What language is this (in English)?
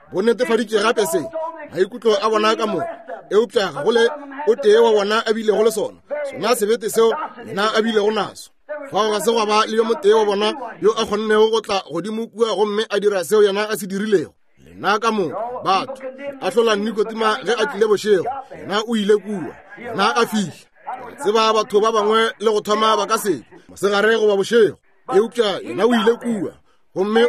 Northern Sotho